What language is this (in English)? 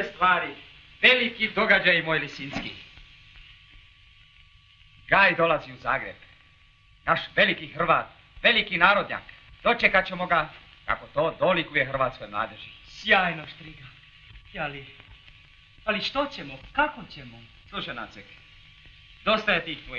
Croatian